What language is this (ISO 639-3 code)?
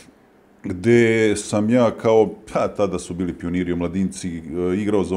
srp